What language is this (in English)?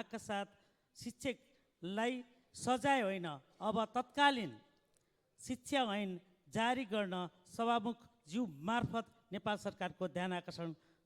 Nepali